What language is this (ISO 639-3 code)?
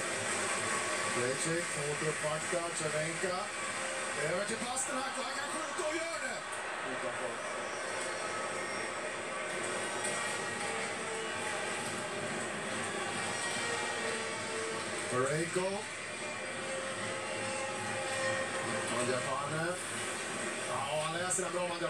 swe